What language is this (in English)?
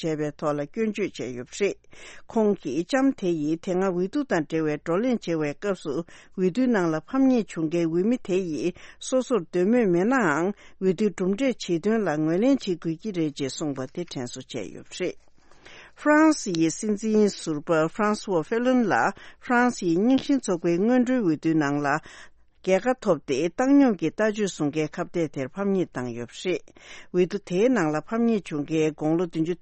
Tibetan